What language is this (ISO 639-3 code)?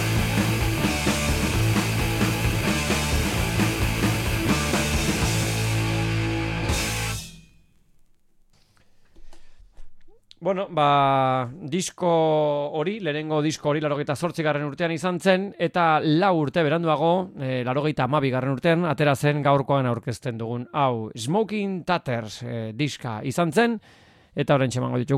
eus